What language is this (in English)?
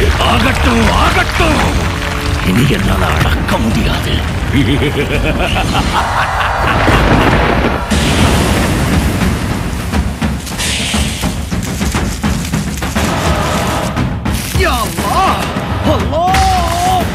Tamil